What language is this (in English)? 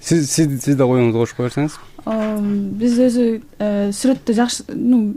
Kyrgyz